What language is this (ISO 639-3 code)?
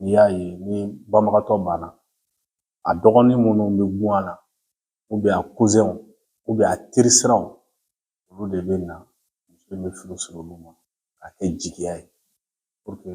bam